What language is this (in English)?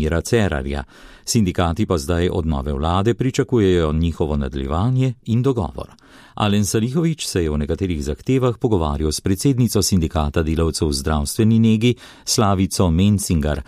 Slovenian